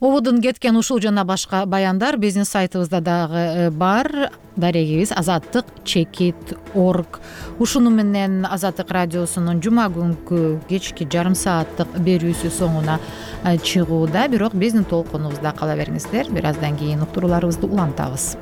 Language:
Kyrgyz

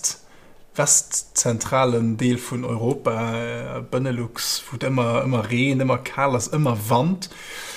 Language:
Luxembourgish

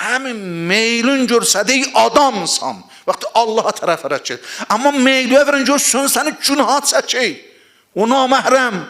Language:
Azerbaijani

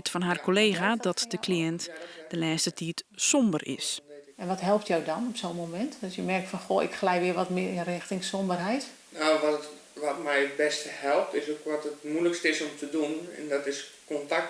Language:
Western Frisian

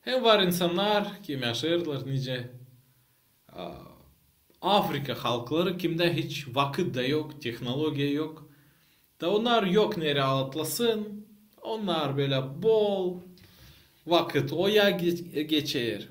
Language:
Gagauz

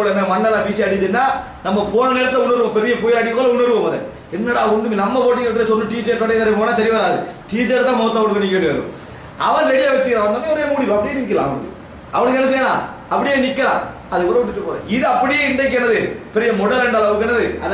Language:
Tamil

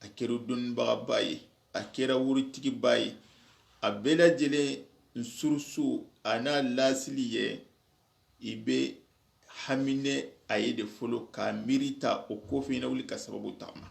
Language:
Soninke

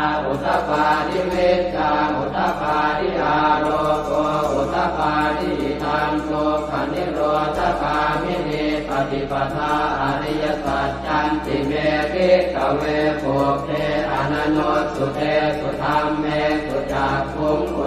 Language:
Pali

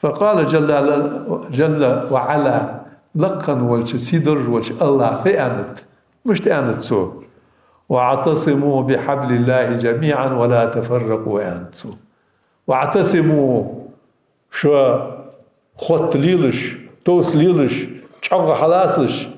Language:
Ingush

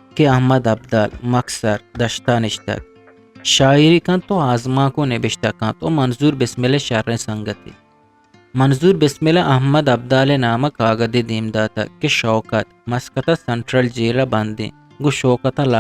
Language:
Eastern Balochi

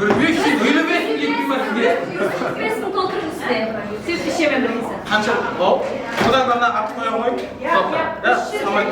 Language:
Kara-Kalpak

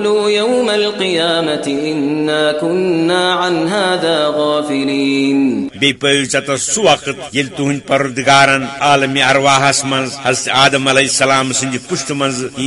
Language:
Kashmiri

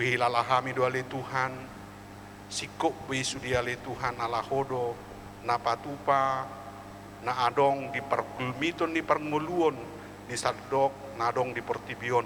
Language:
Batak Toba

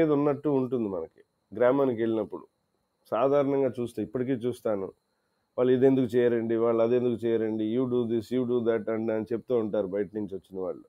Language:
Telugu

